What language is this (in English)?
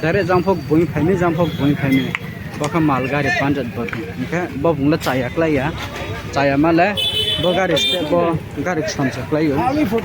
Riang (India)